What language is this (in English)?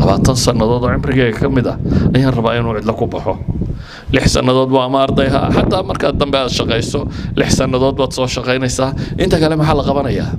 Somali